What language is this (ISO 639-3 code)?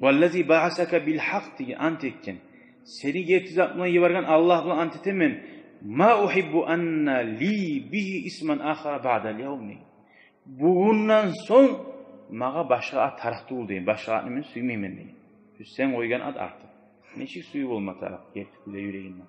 kum